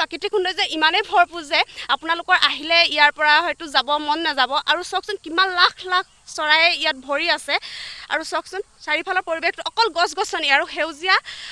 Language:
Assamese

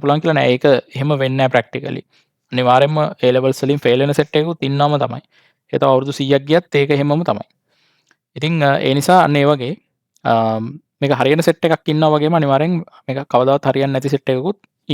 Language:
Sinhala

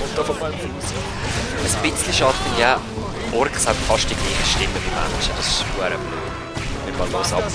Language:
Swiss German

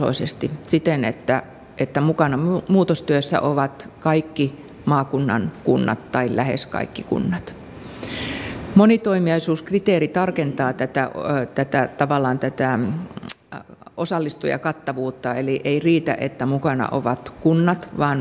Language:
Finnish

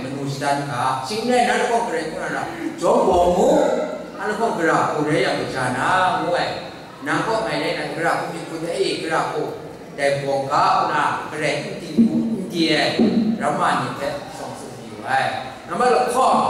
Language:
Kachin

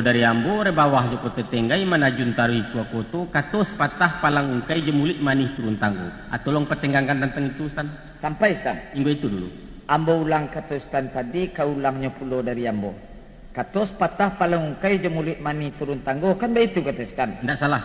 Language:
Minangkabau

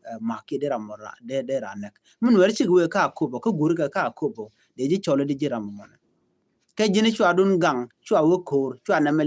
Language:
Nuer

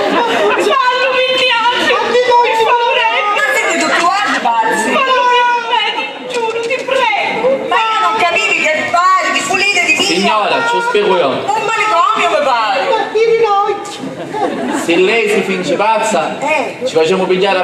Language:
Sicilian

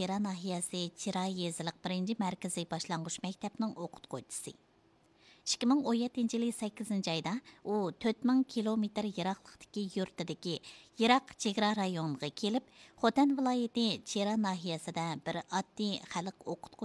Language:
Uyghur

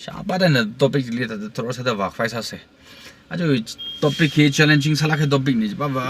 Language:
Tangkhul Naga (India)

